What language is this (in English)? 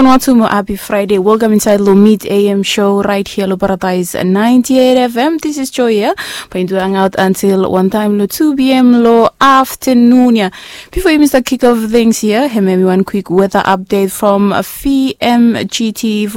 Bislama